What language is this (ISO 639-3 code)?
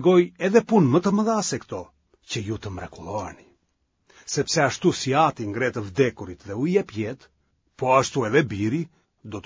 sqi